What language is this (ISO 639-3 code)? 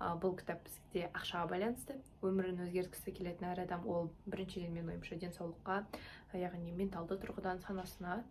kaz